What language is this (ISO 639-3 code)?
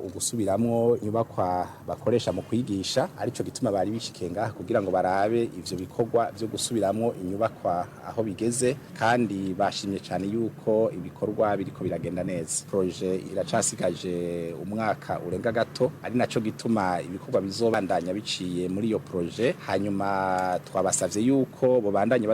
run